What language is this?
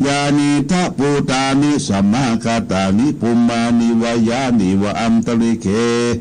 Pali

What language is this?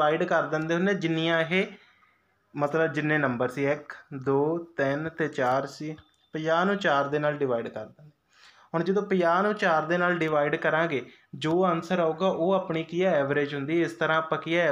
Punjabi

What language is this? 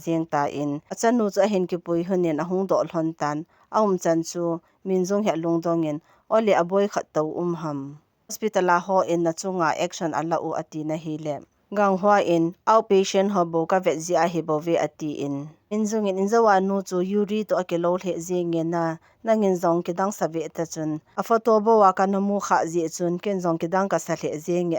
Thado Chin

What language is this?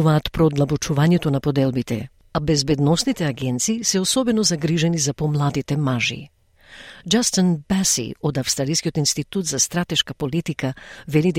Macedonian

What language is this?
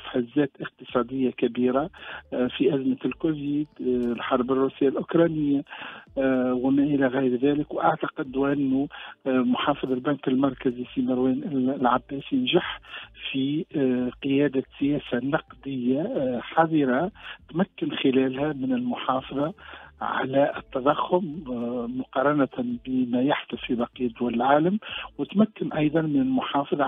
Tunisian Arabic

